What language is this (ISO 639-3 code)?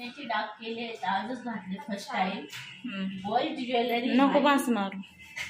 mar